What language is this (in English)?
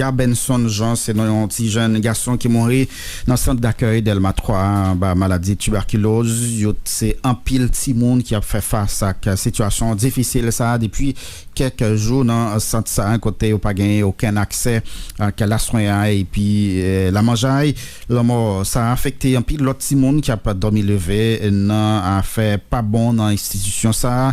Haitian Creole